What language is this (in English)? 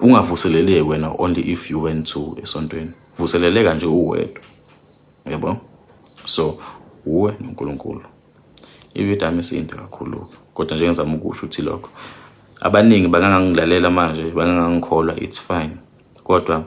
Zulu